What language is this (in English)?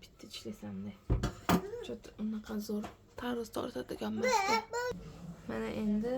Uzbek